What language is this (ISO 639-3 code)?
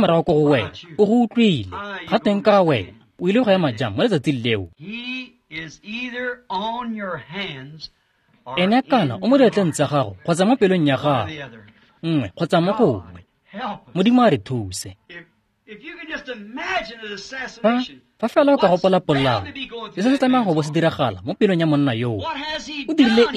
tsn